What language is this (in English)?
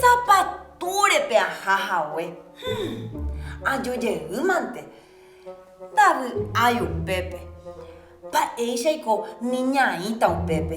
Guarani